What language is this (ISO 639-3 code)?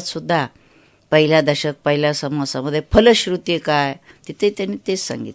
mar